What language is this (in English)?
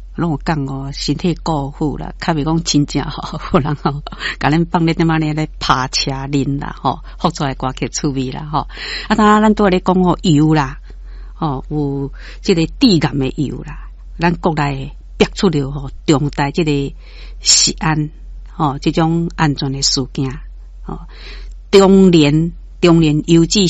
Min Nan Chinese